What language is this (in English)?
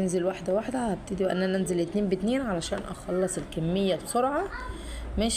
Egyptian Arabic